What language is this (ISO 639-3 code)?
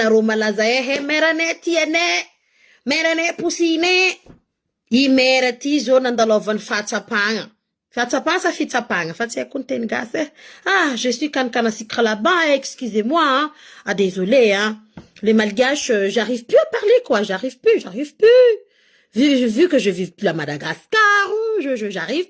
mlg